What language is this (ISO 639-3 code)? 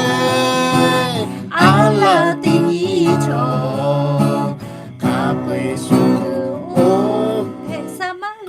lhu